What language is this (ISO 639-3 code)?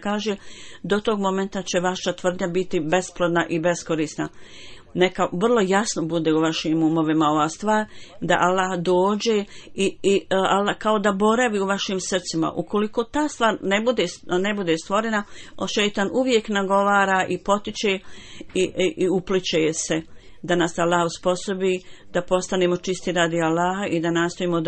bos